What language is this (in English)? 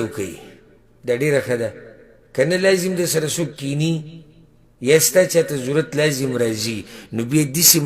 Pashto